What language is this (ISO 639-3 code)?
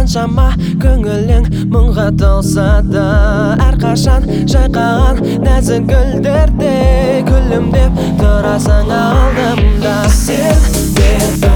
kaz